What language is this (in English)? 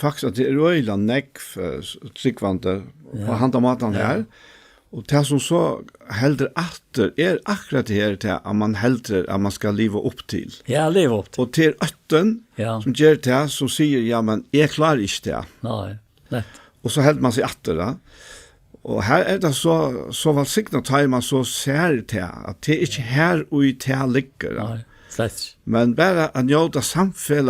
Faroese